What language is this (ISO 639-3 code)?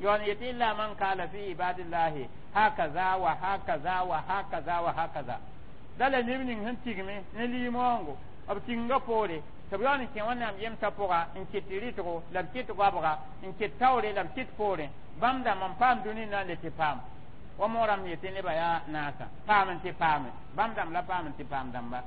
mos